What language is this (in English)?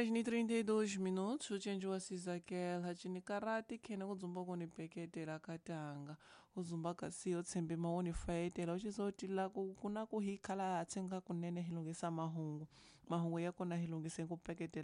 Tsonga